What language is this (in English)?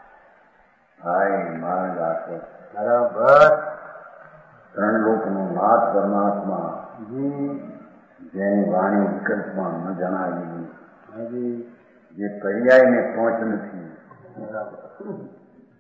Gujarati